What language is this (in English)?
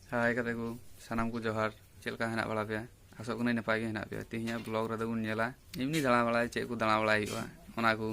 Santali